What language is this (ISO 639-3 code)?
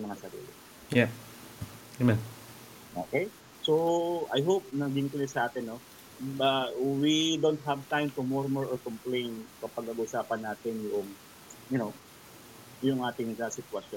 fil